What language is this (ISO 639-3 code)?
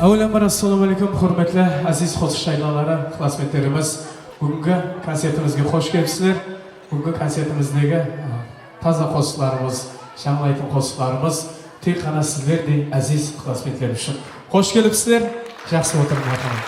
kaa